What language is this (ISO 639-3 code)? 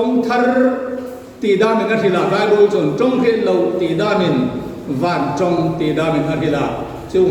hmr